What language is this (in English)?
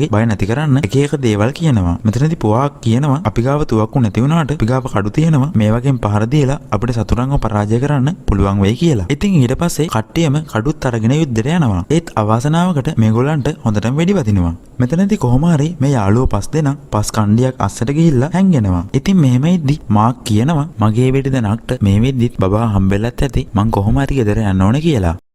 Sinhala